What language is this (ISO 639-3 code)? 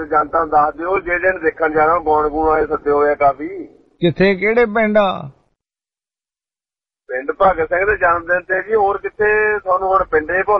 pan